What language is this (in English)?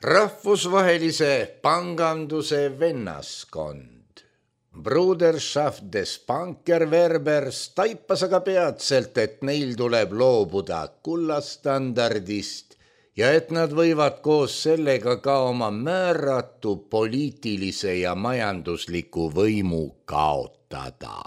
Estonian